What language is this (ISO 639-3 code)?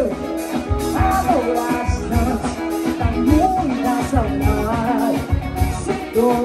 por